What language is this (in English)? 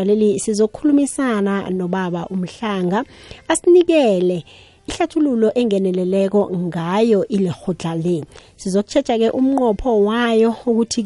South Ndebele